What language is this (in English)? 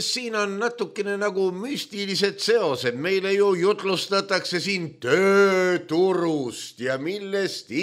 Estonian